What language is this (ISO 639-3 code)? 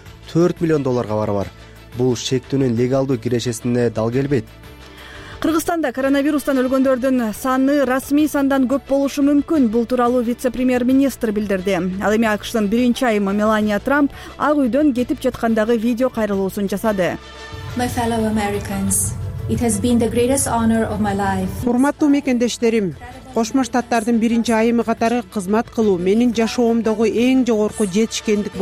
kir